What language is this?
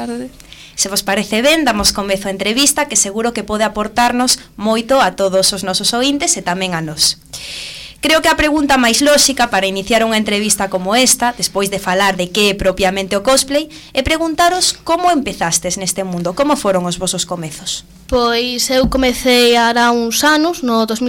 Galician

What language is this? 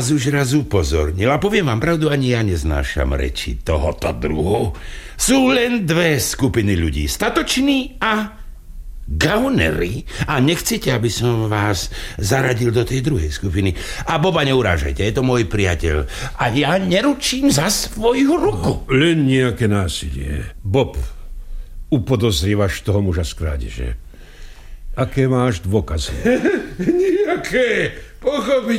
Slovak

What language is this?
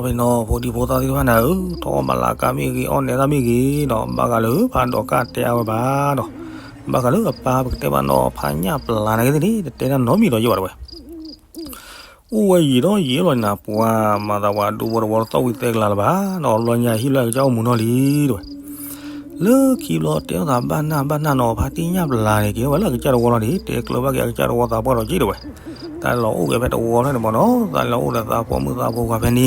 S'gaw Karen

